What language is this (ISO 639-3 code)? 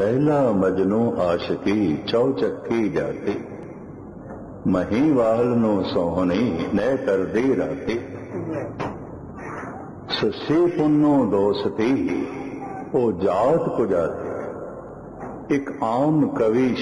pan